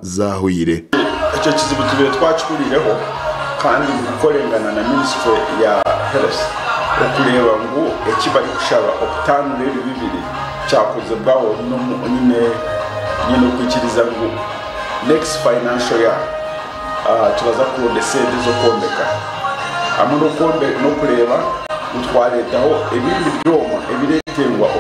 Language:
Nyankole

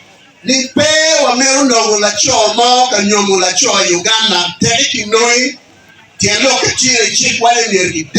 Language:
Acoli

